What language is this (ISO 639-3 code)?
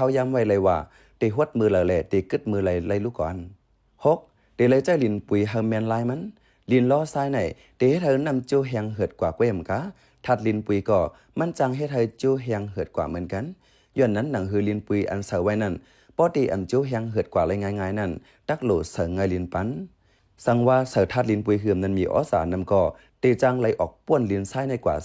shn